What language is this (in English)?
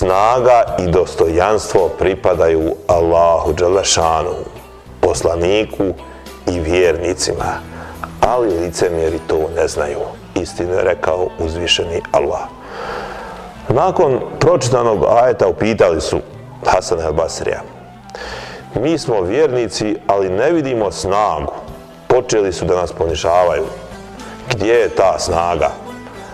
Bosnian